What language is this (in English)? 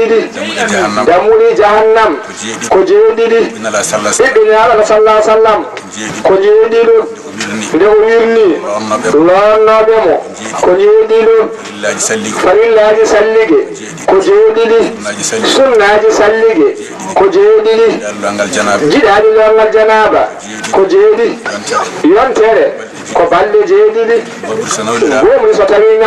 Fula